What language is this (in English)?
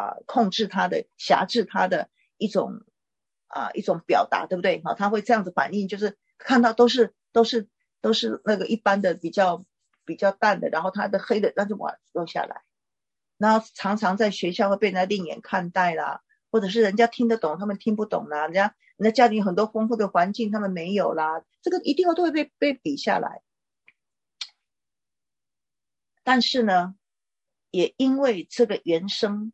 Chinese